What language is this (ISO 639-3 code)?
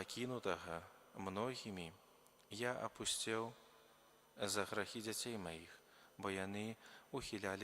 bel